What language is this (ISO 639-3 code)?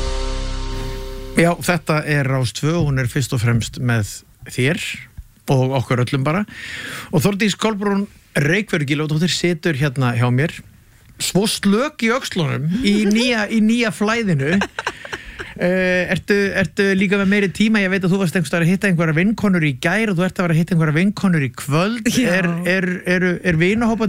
isl